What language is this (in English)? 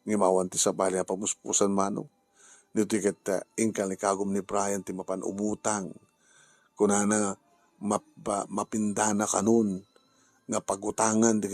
Iloko